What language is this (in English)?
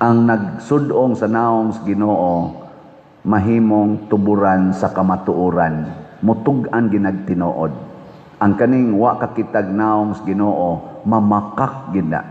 Cebuano